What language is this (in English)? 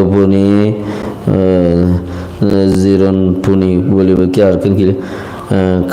Rohingya